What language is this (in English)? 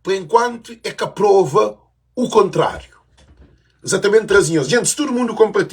Kabuverdianu